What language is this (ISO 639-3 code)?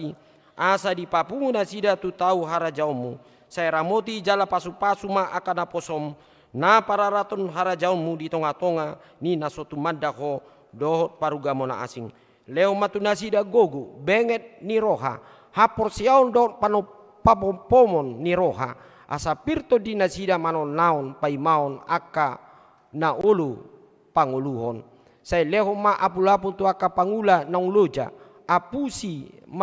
bbc